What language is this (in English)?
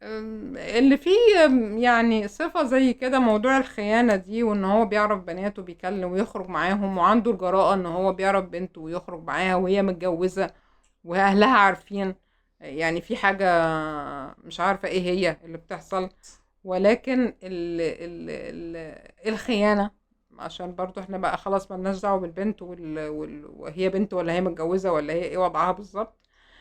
Egyptian Arabic